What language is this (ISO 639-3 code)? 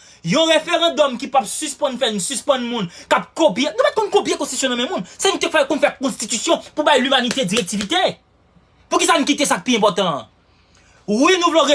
hat